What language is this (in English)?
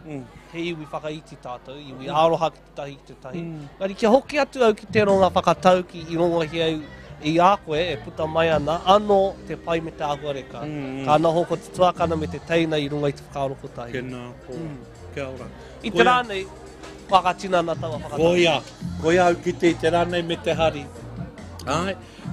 Māori